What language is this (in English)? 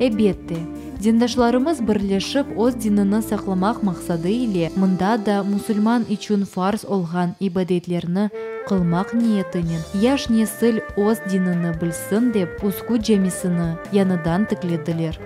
Crimean Tatar